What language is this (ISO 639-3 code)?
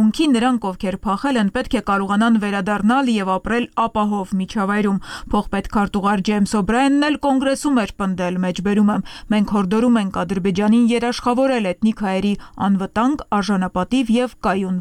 hye